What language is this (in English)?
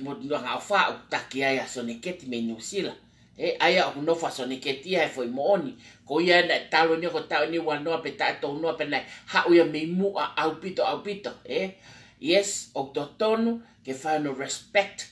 Tongan